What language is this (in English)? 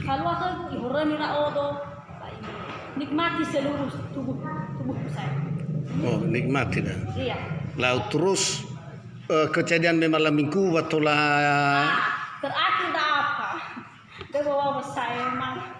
Nias